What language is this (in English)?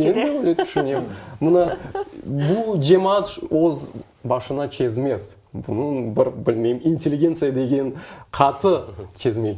Crimean Tatar